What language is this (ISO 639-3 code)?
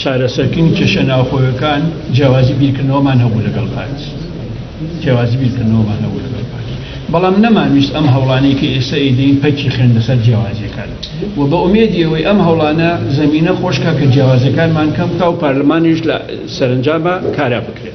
ckb